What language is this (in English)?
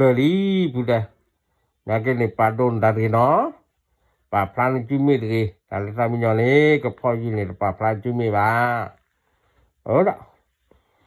S'gaw Karen